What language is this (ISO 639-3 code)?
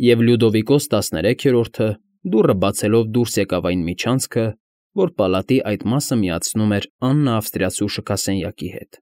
hye